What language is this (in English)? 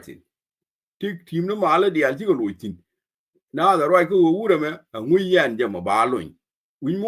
Nuer